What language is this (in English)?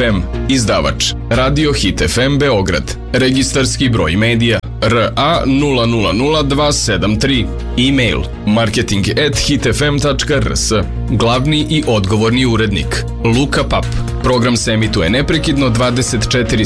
Serbian